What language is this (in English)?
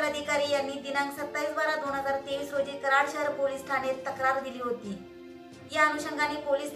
Marathi